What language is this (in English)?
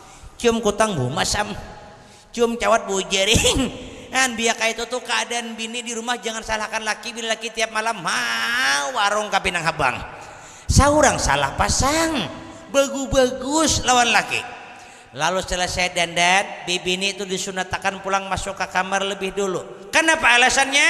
Banjar